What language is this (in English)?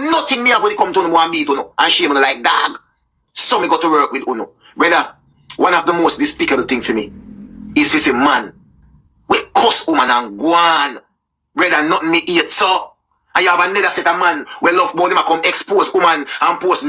Jamaican Creole English